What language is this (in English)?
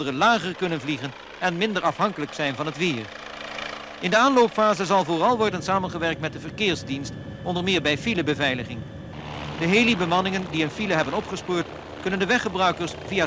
Dutch